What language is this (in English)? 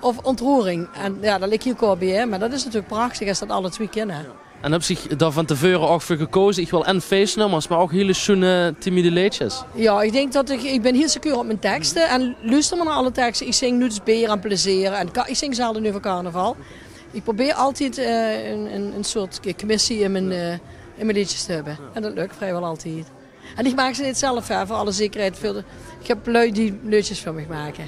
Limburgish